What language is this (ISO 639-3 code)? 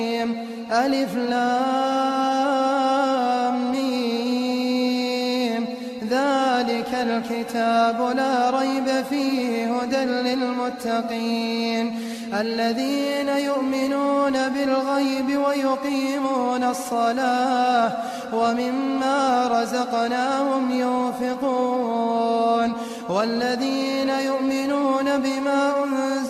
ara